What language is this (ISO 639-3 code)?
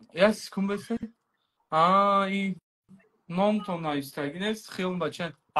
tgk